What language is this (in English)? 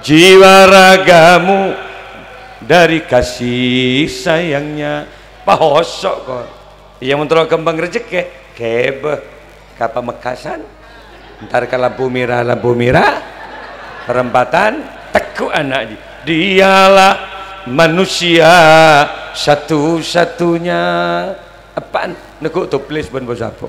Madurese